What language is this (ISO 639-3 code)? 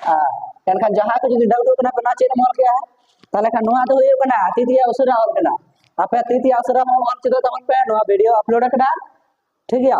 sat